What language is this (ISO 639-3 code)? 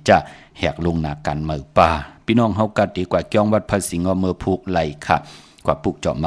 shn